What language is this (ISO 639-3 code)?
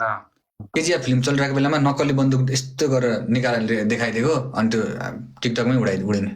nep